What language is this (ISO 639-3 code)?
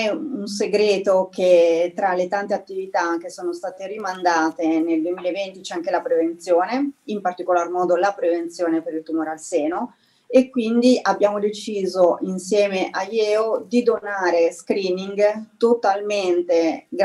ita